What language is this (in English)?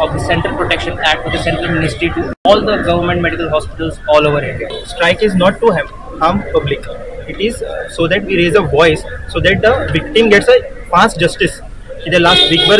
Konkani